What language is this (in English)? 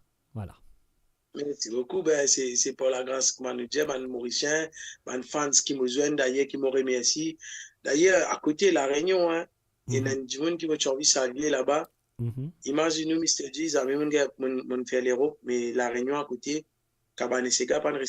Morisyen